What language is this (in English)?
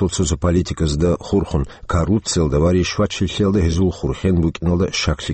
Avaric